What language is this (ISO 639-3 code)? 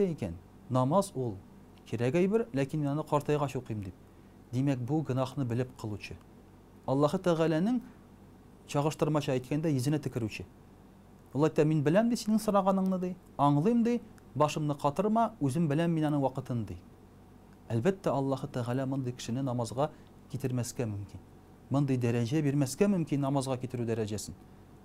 tat